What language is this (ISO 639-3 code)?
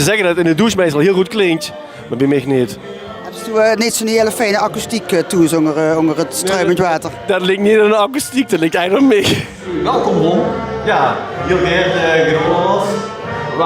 lim